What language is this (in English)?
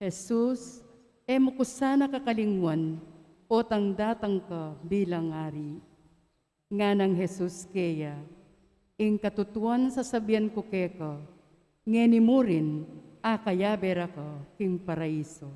Pampanga